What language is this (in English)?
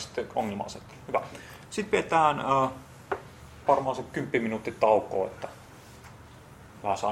Finnish